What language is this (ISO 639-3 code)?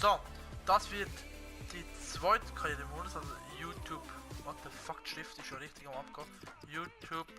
gsw